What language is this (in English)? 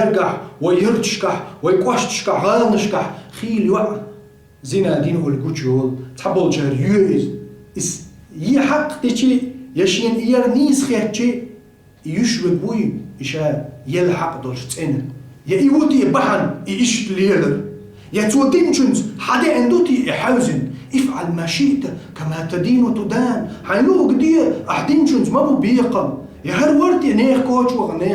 Chechen